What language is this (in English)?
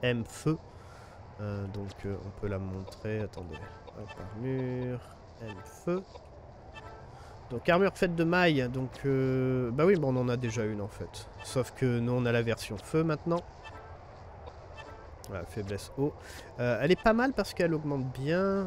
French